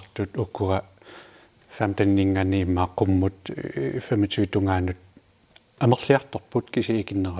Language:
Kalaallisut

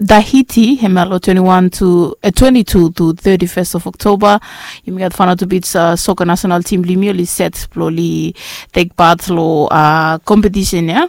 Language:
Bislama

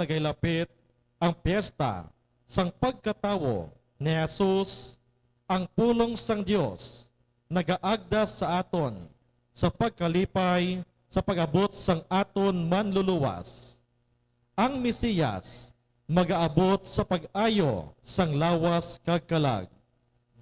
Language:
Hiligaynon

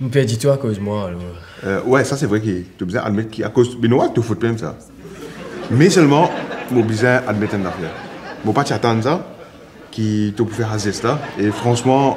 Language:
Morisyen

